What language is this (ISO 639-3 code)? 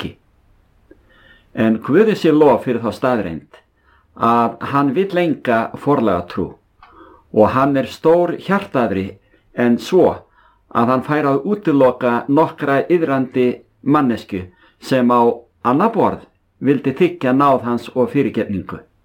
isl